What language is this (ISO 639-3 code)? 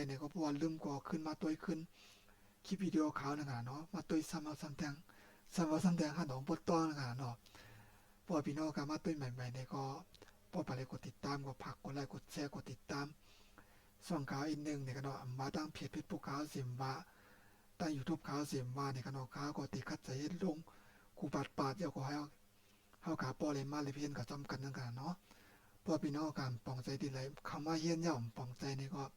shn